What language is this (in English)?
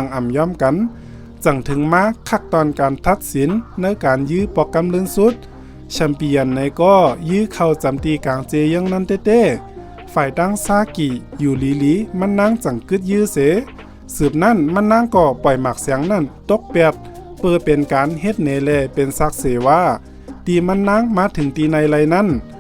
Shan